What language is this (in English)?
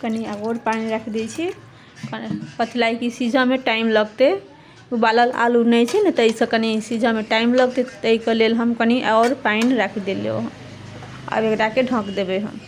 Maithili